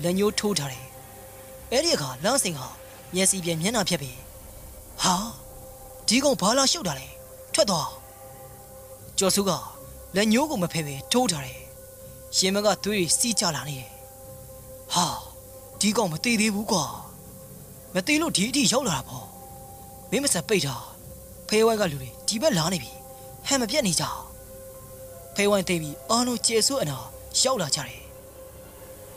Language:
Burmese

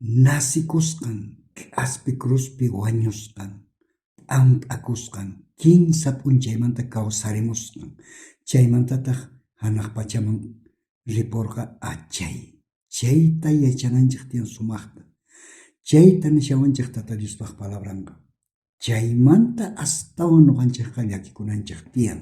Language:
South Bolivian Quechua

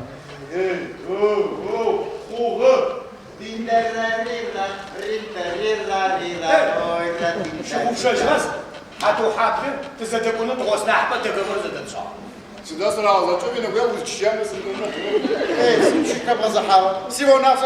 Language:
Adyghe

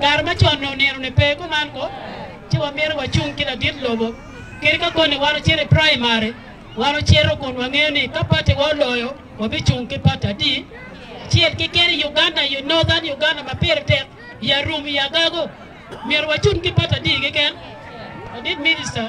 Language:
Acoli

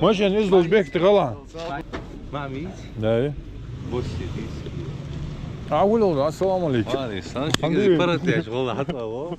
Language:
Ingush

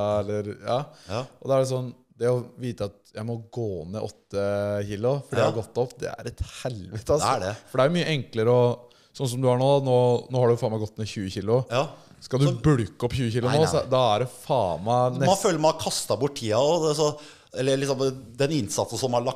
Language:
Norwegian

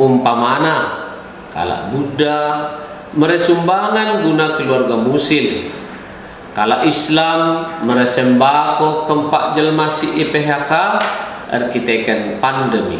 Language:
Batak Karo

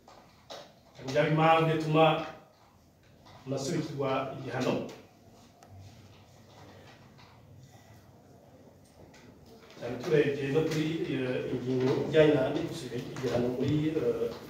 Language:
Kinyarwanda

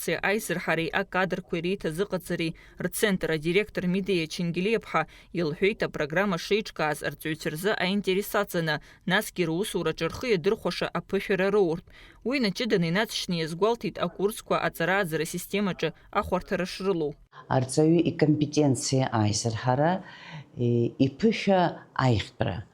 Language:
Abkhazian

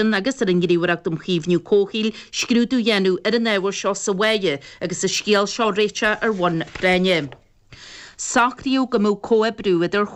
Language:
Irish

